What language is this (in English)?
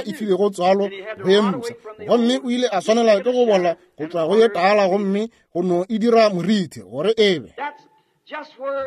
Northern Sotho